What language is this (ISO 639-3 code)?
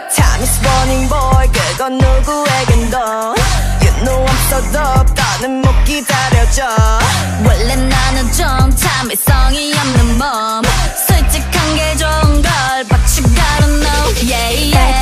kor